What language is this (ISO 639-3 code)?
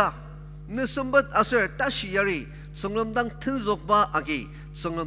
njo